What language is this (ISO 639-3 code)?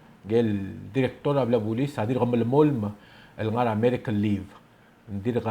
pau